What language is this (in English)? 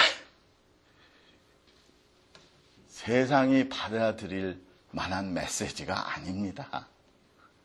Korean